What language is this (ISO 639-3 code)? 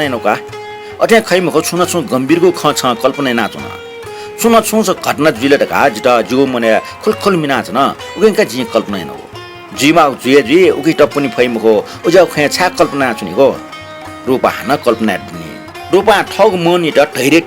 new